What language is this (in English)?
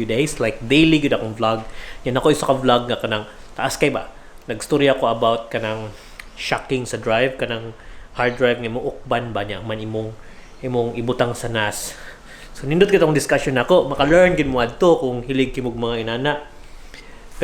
Cebuano